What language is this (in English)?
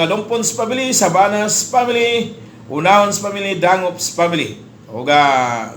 Cebuano